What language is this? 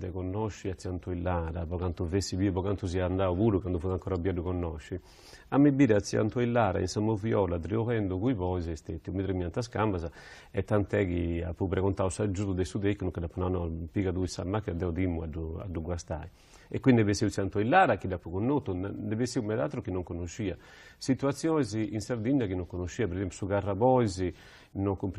Sardinian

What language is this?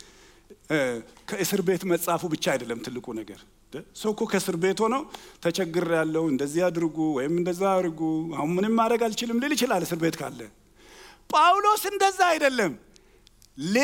Amharic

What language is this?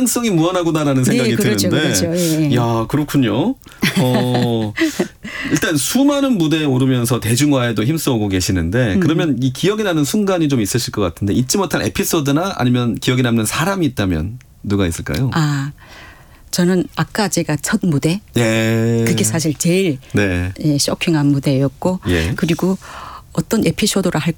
Korean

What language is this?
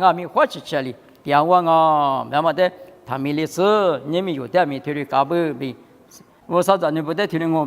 Lisu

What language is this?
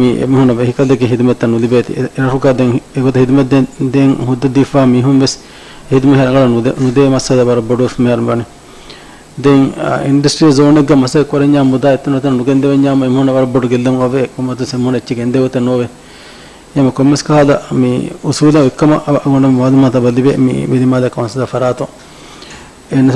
Divehi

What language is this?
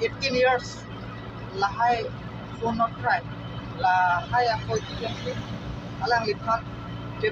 Karbi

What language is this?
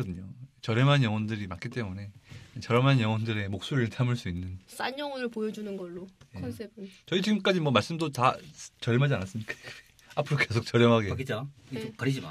Korean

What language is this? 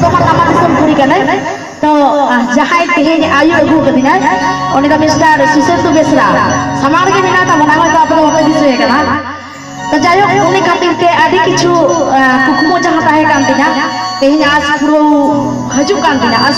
Santali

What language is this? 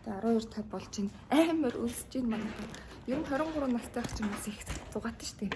Mongolian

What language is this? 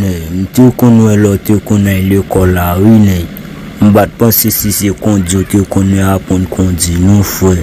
Haitian Creole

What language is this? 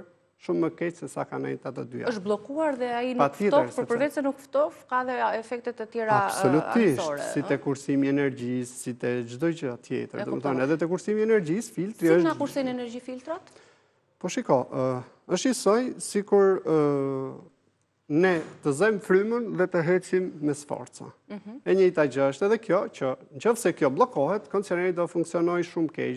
Albanian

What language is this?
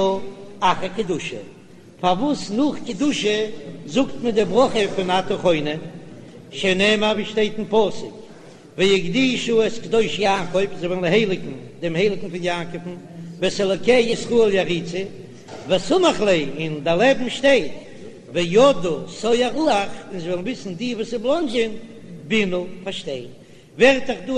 Yiddish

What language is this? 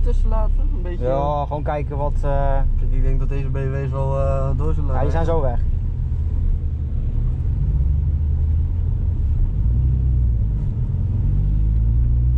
Dutch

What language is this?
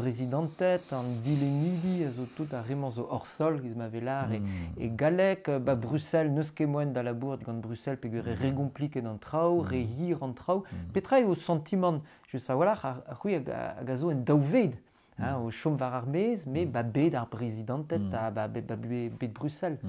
Breton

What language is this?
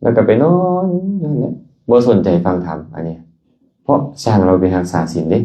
Lao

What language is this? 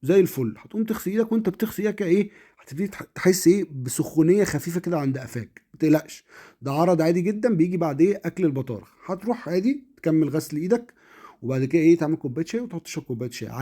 Egyptian Arabic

